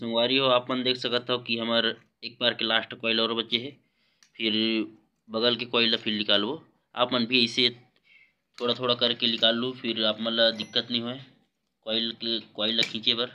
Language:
Chhattisgarhi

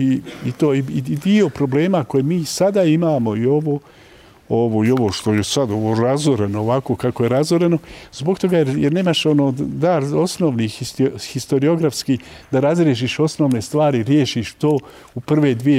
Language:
Bosnian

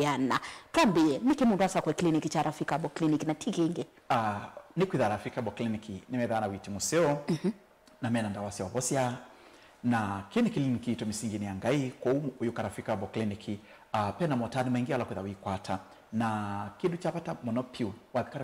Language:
Kamba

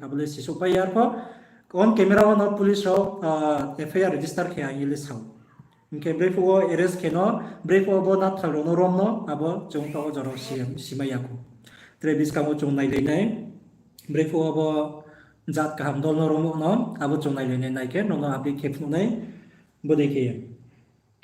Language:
Riang (India)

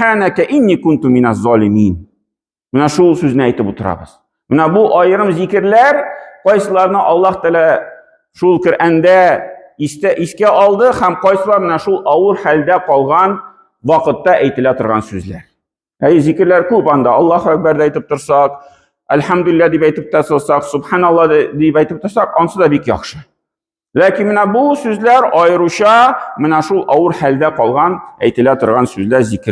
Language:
Tatar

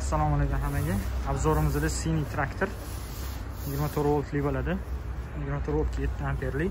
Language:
Uzbek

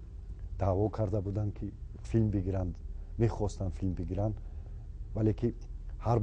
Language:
Tajik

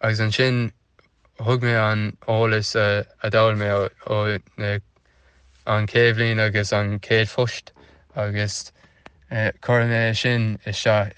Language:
Irish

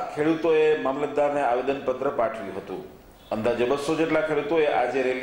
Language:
Gujarati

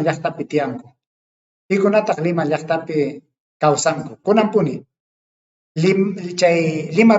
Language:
Ayacucho Quechua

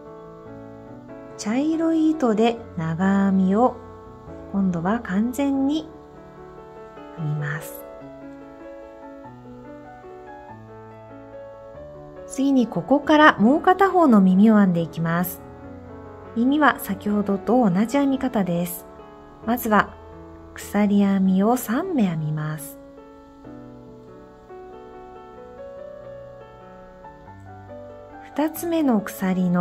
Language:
Japanese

